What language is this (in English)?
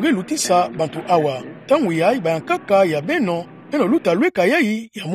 Kituba (Democratic Republic of Congo)